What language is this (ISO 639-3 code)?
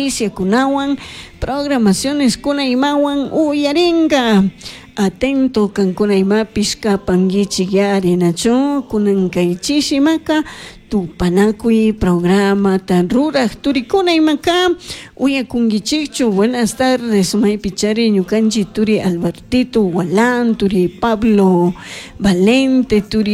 qug